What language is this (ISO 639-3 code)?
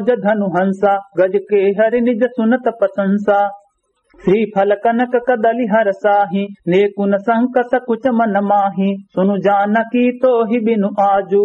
awa